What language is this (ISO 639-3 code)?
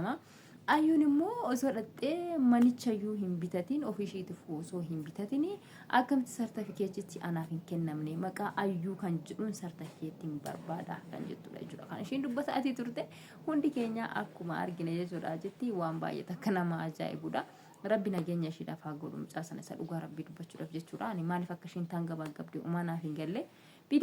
orm